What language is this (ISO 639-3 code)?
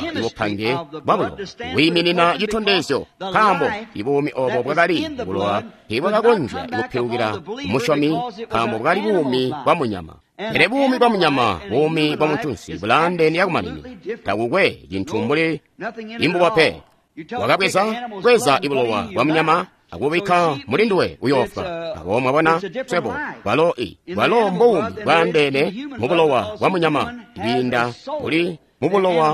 toi